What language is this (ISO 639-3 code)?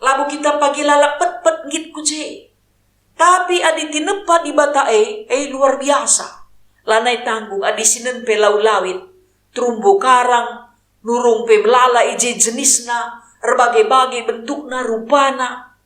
btx